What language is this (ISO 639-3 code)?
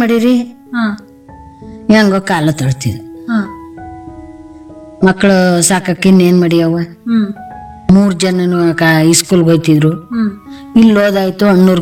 kan